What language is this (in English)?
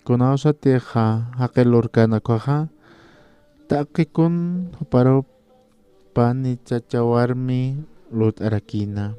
Aymara